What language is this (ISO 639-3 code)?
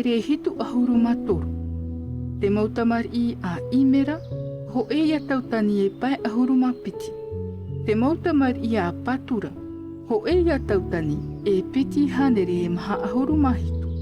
tah